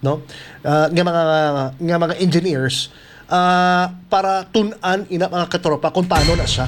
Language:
Hiligaynon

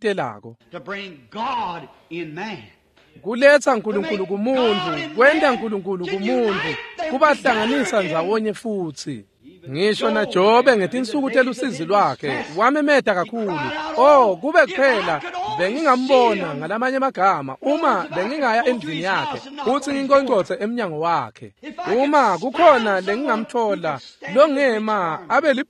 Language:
Swati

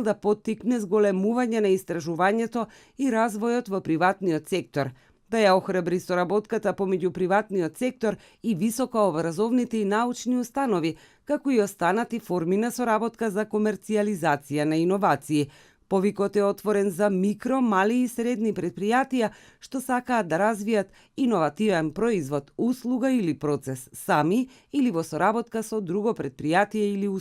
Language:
Macedonian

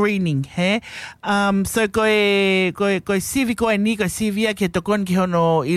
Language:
Tongan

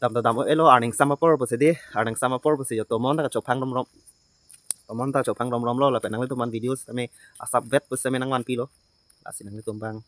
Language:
Karbi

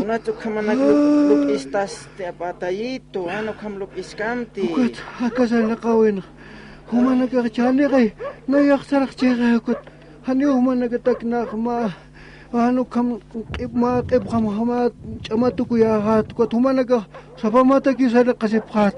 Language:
Aymara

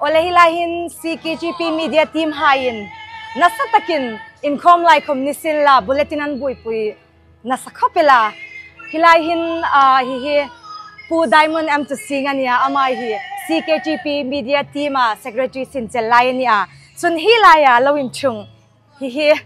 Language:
Hmar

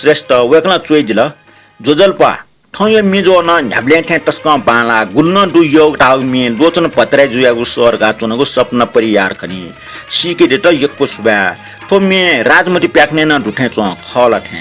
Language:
Newari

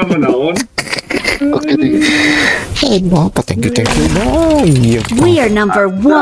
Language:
Banjar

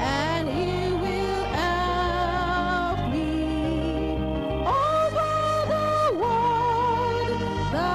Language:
Ewe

